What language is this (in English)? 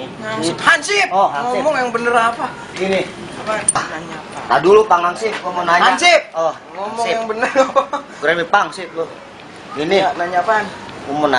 Betawi